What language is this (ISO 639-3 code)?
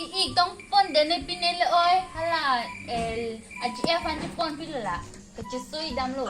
mjw